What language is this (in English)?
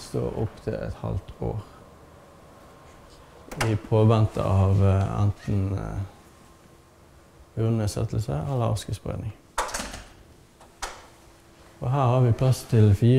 Norwegian